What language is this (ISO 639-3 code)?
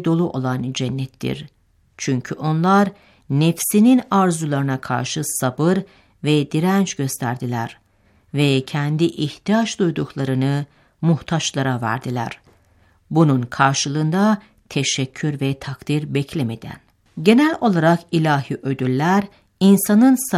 tur